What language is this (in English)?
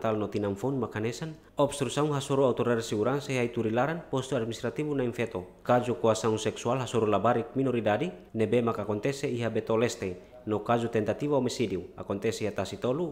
Tetum